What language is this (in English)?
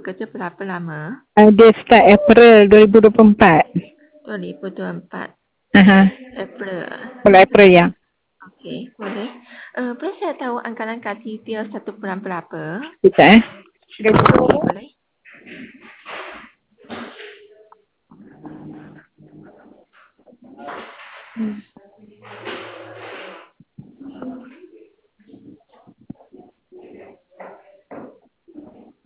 Malay